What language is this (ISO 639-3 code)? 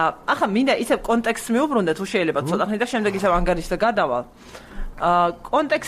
kat